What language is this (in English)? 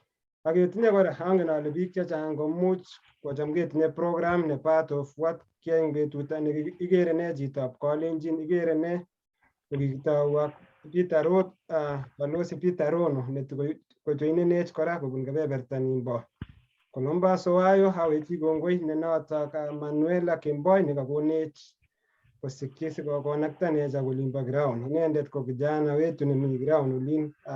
Kalenjin